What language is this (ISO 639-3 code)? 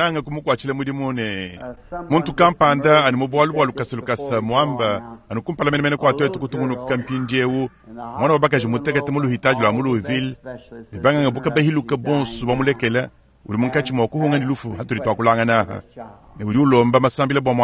lua